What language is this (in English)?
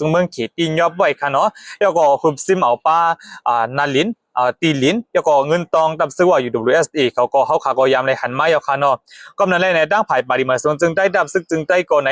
Shan